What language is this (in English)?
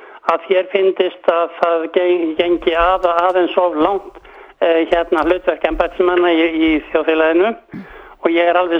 Icelandic